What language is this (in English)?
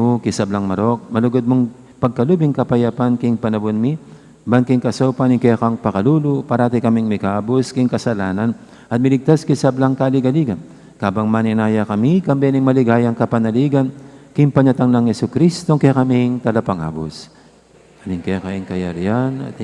Pampanga